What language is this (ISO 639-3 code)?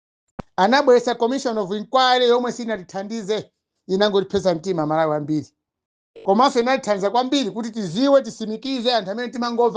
nya